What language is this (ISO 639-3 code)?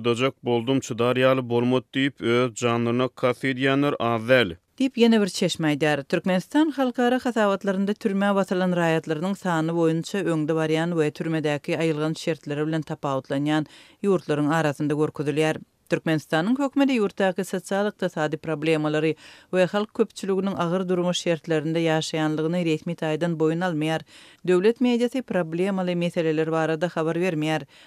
tuk